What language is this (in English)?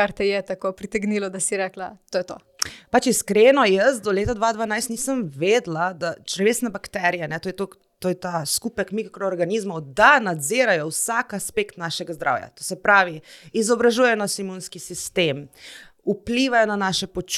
Slovenian